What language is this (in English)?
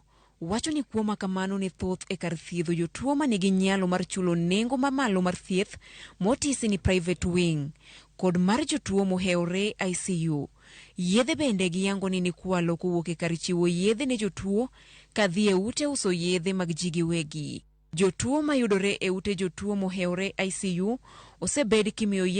Luo (Kenya and Tanzania)